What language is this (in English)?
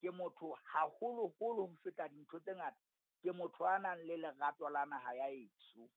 Southern Sotho